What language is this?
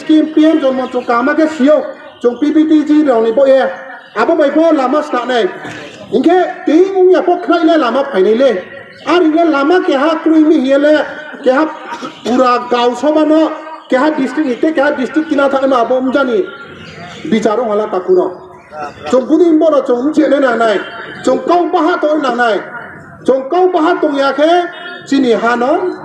Riang (India)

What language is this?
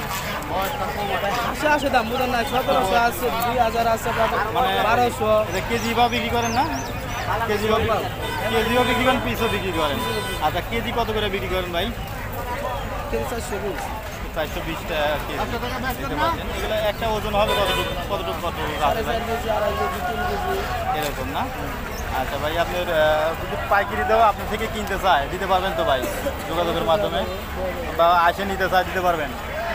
Bangla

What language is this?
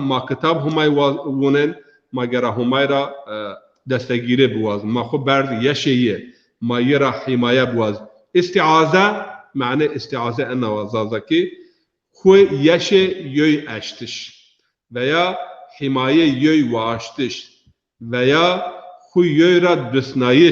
Zaza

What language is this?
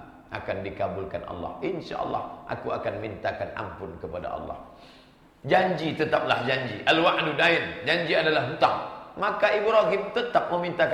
Indonesian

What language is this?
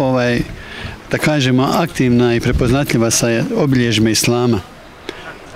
Bosnian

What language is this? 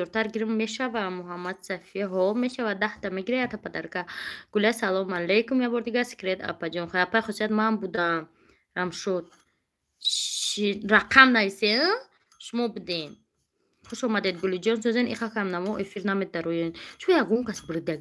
Tajik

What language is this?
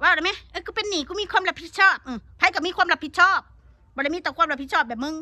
Northeastern Thai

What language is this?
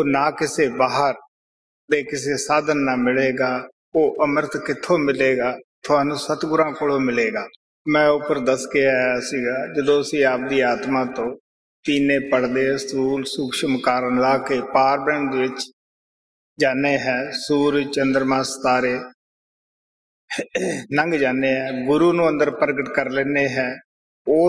Punjabi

